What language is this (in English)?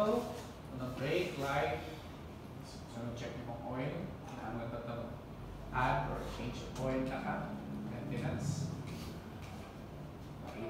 Filipino